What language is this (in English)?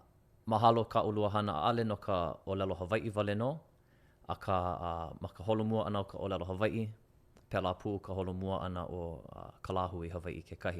Hawaiian